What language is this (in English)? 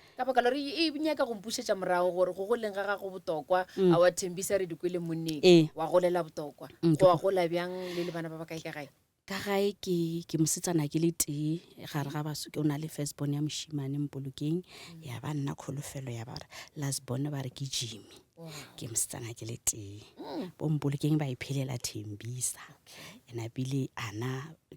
Northern Sotho